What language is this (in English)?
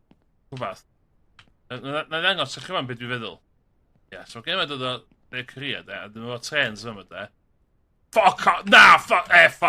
Welsh